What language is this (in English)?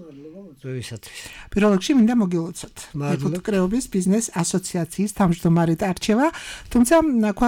Georgian